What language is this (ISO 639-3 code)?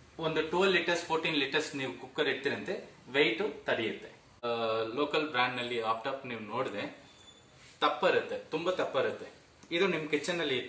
kan